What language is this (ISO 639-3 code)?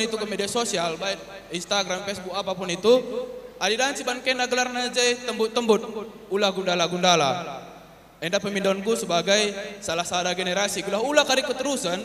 btx